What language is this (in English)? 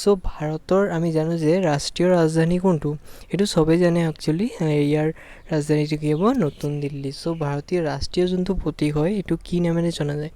Assamese